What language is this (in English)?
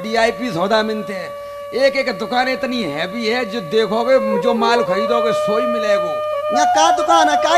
Haryanvi